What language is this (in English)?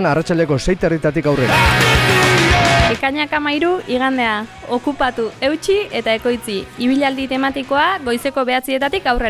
Basque